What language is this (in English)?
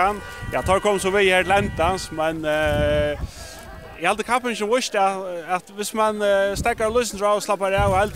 Faroese